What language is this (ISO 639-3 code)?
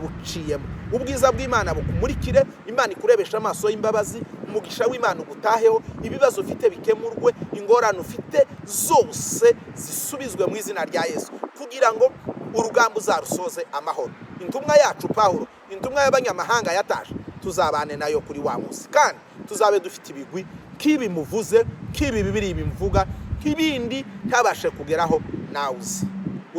kin